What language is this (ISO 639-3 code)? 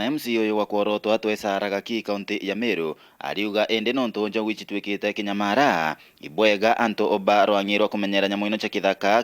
mer